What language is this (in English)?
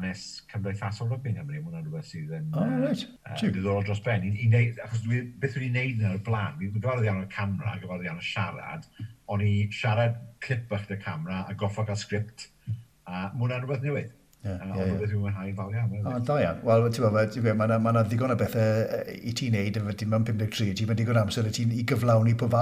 Welsh